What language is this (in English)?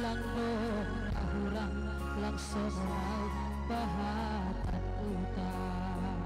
Batak Simalungun